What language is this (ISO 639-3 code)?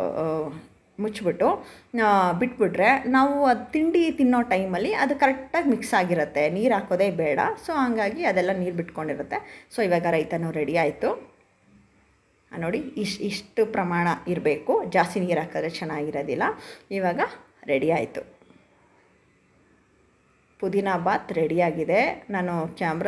kan